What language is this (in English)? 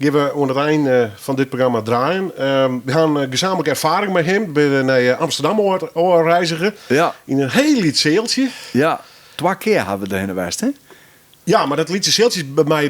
Western Frisian